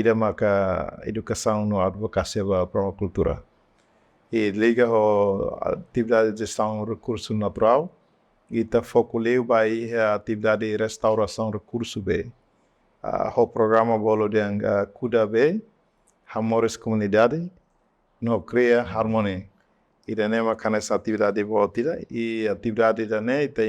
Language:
Tetum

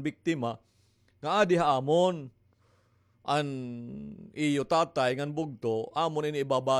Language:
Waray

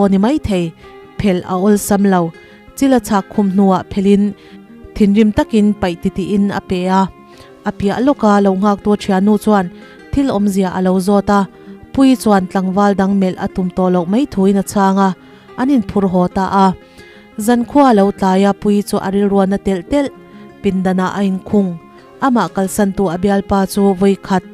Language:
Mizo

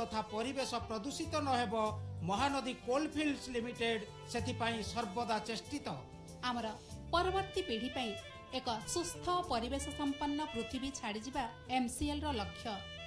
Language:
Odia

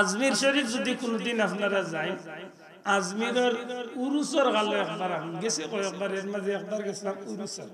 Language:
Sylheti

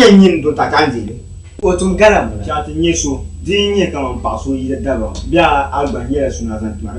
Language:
Dagbani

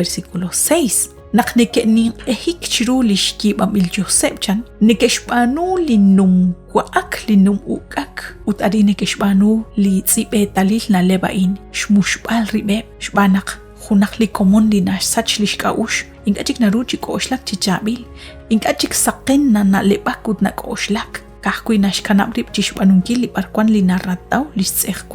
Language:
Kekchí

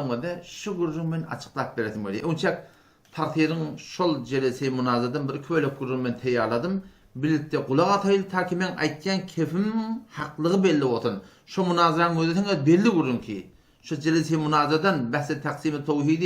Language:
Turkmen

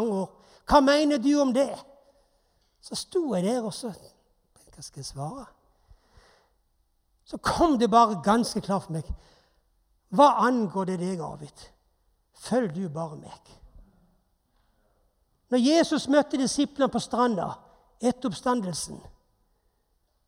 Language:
Norwegian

